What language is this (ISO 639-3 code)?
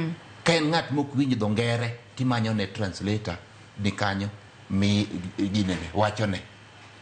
luo